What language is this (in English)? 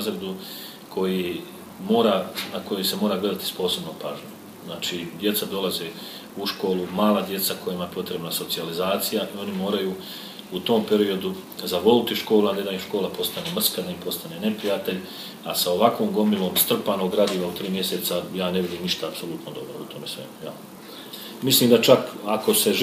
Croatian